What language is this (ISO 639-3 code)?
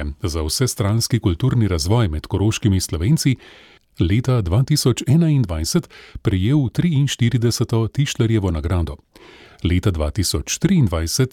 slv